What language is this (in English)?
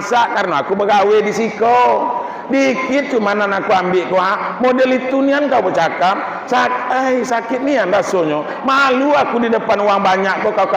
Minangkabau